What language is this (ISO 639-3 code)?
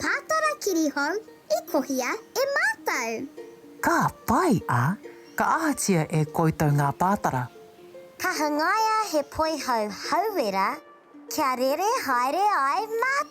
mri